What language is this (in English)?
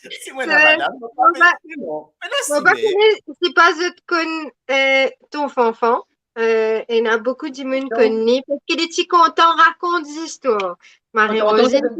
Morisyen